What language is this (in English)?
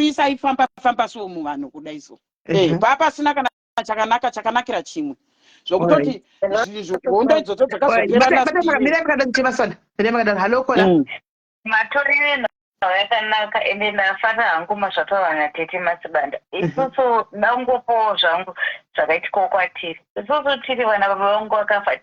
Shona